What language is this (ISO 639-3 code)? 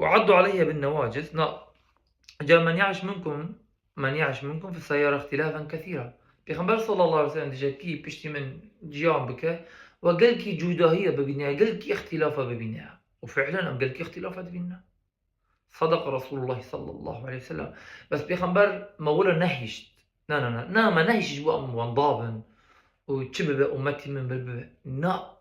kur